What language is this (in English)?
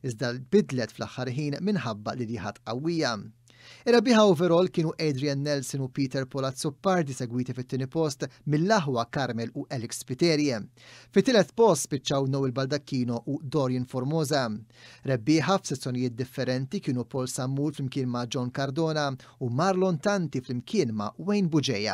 Maltese